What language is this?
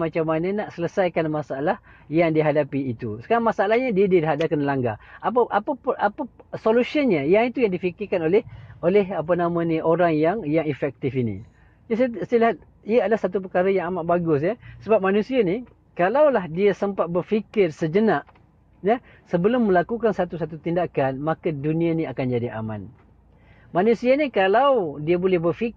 Malay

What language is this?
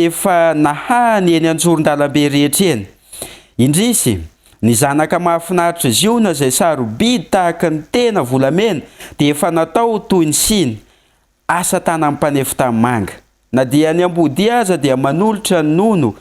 Malagasy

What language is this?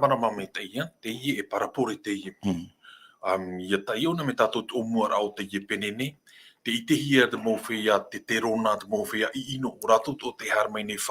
Tahitian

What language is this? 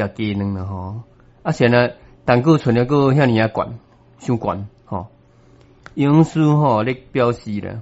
Min Nan Chinese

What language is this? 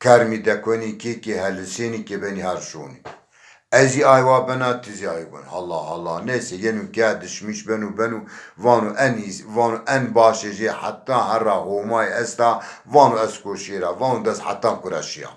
Zaza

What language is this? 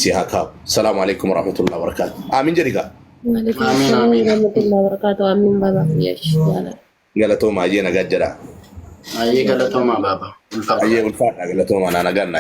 Oromo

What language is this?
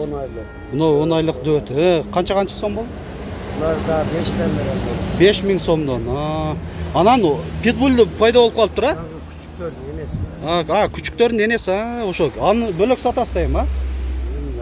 Kyrgyz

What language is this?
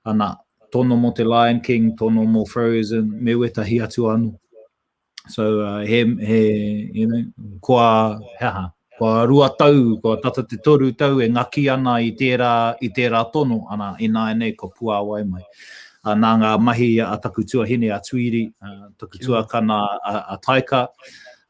Māori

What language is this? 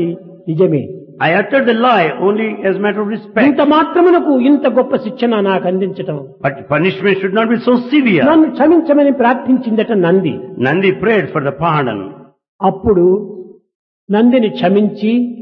Telugu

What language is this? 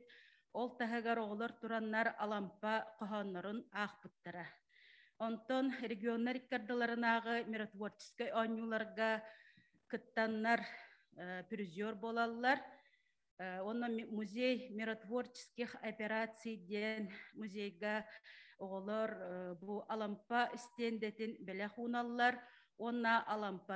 Yakut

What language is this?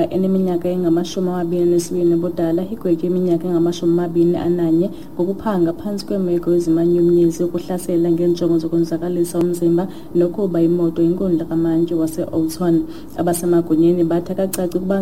Xhosa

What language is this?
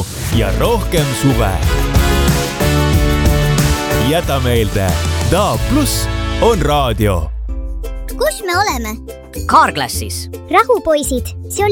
Estonian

